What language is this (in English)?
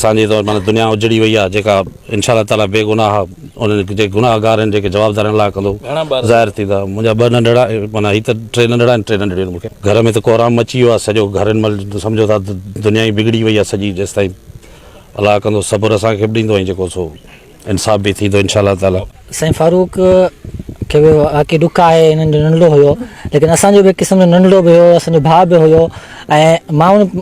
Sindhi